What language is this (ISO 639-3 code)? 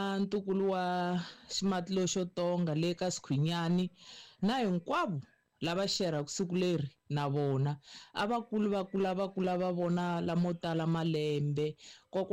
tso